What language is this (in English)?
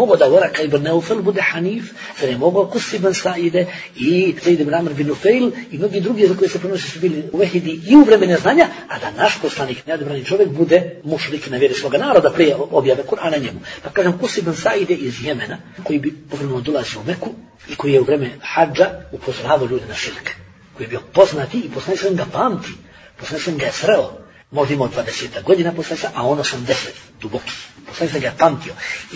Bosnian